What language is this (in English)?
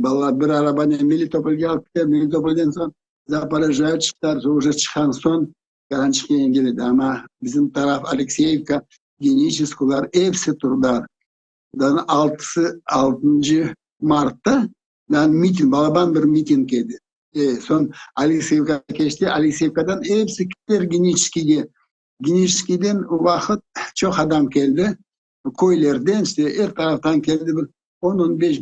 Crimean Tatar